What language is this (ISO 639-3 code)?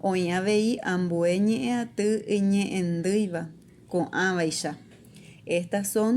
grn